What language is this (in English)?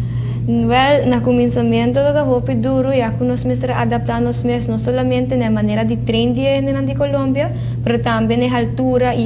Papiamento